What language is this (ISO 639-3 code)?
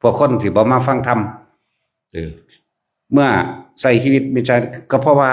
tts